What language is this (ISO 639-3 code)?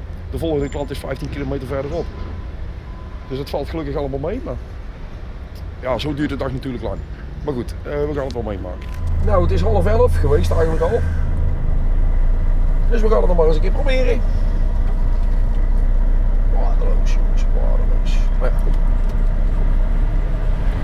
nld